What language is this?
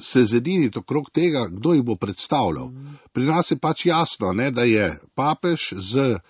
Slovenian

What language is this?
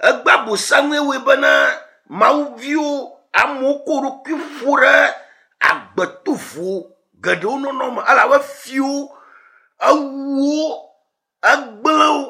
Ewe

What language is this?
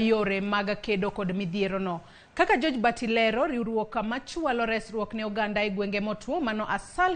Luo (Kenya and Tanzania)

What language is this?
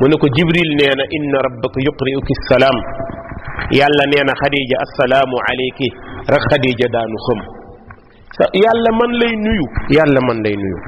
Wolof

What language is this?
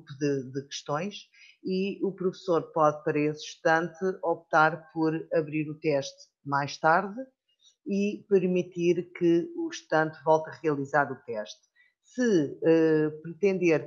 Portuguese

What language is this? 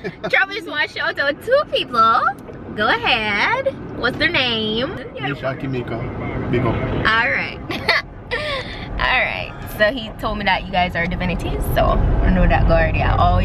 Jamaican Creole English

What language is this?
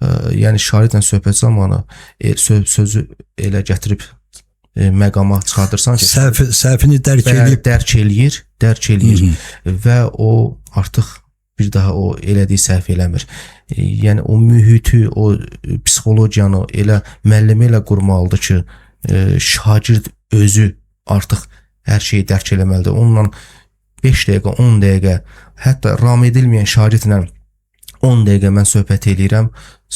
Azerbaijani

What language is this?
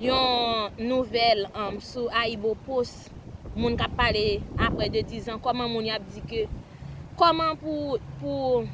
Haitian Creole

